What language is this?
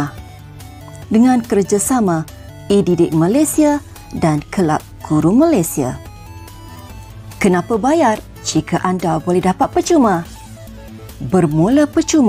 Malay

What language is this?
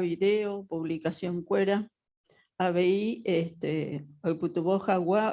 Guarani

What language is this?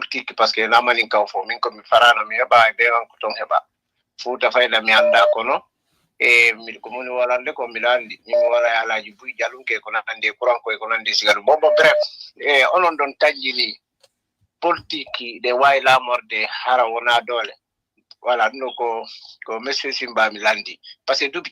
Fula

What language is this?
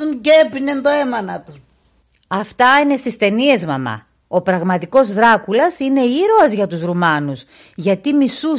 Pontic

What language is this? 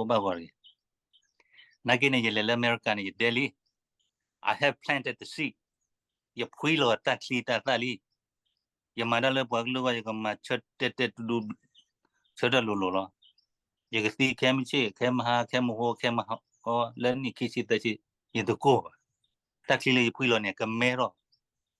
S'gaw Karen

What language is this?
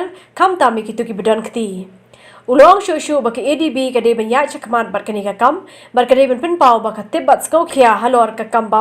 Khasi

